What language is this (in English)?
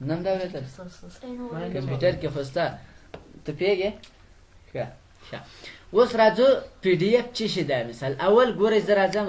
Pashto